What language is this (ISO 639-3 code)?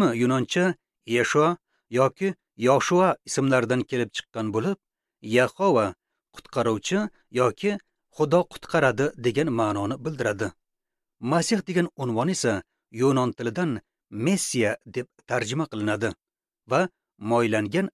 uzb